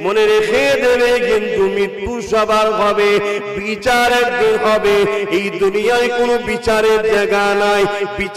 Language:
Bangla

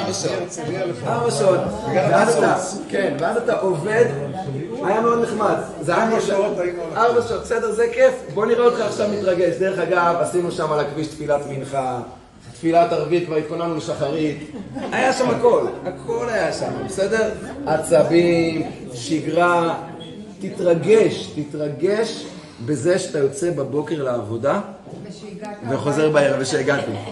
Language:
Hebrew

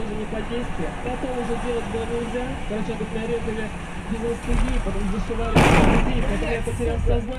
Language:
Russian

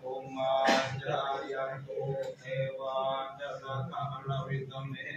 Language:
Pali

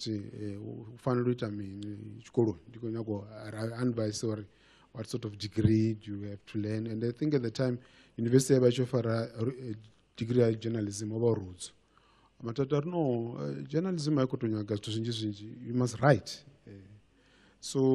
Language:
Venda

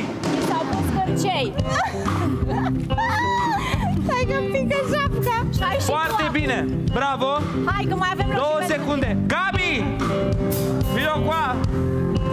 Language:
Romanian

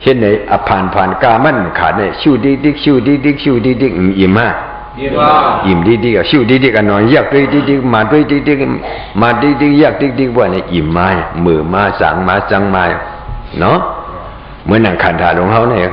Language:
Shan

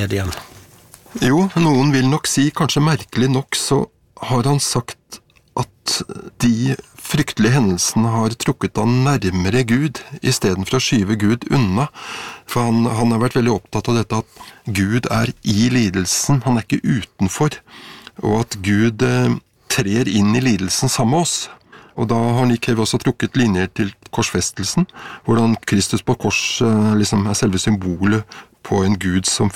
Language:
Norwegian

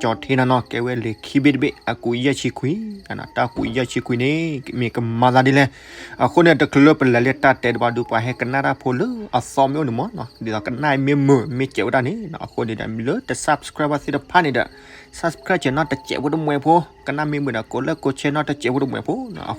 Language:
S'gaw Karen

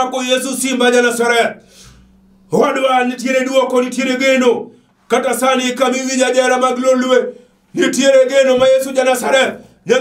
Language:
Luo (Kenya and Tanzania)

